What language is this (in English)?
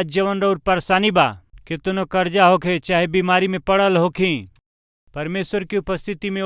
Bhojpuri